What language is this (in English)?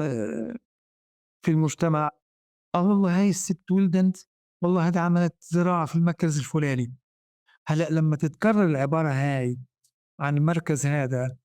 North Levantine Arabic